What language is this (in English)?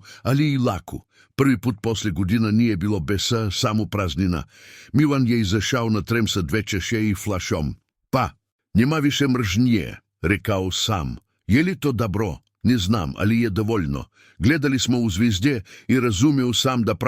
Serbian